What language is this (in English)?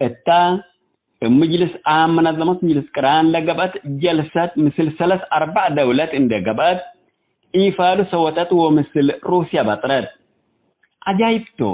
Tigre